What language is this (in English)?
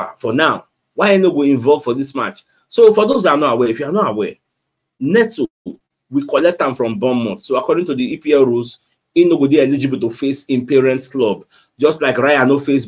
Nigerian Pidgin